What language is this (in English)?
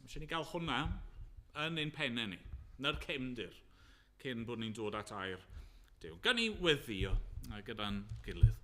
Welsh